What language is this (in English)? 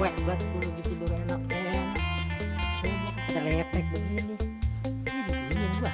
Betawi